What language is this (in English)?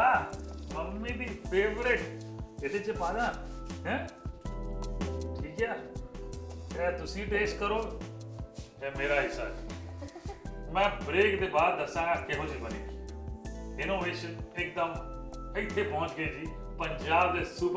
Punjabi